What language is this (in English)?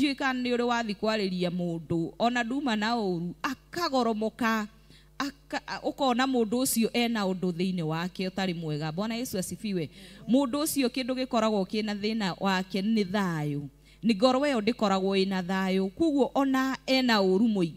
Kikuyu